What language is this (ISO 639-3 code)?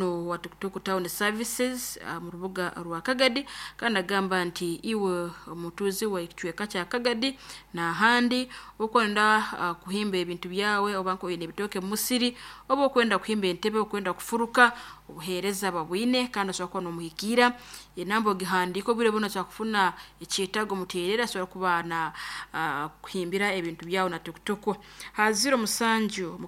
nyo